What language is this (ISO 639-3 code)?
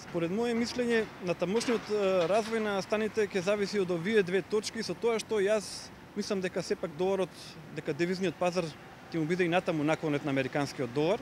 mkd